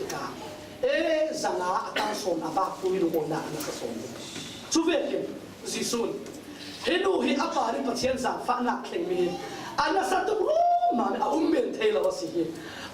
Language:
Falam Chin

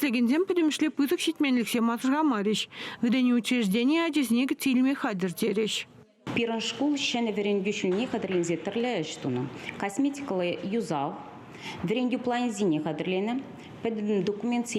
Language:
Chuvash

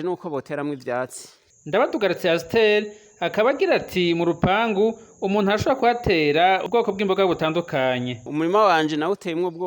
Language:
Rundi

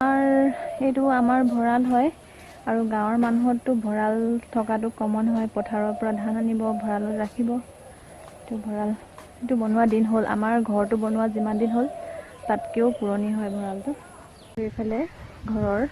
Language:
Assamese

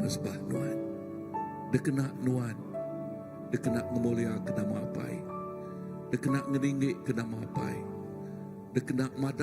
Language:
Iban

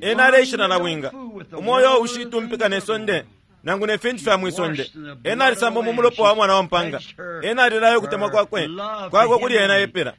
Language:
Bemba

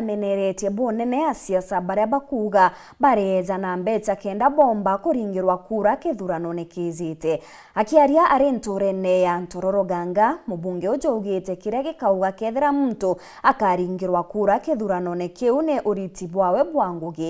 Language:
Meru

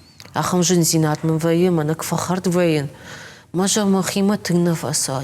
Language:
Ossetic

